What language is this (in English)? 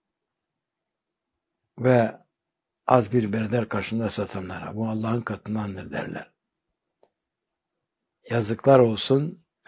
Turkish